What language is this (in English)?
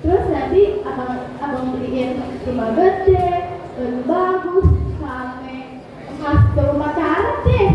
Betawi